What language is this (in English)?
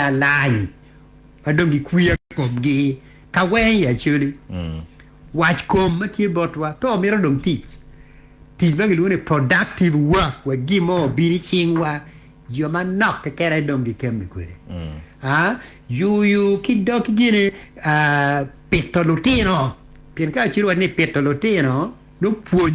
Acoli